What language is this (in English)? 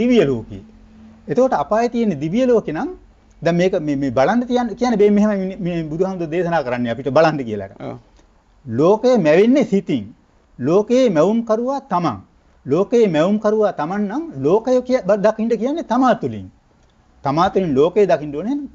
Sinhala